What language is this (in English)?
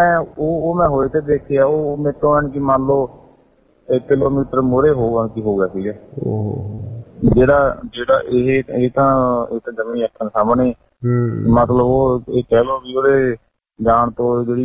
Punjabi